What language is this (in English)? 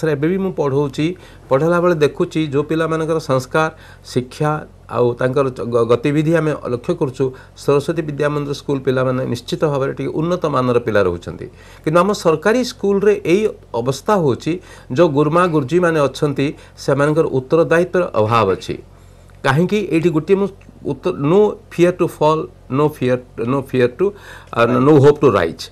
Odia